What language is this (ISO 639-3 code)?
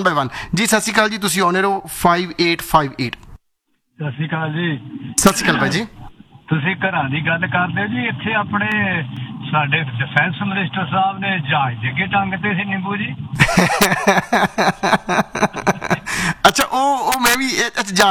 pan